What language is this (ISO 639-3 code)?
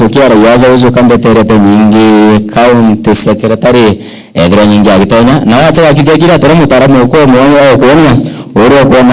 mer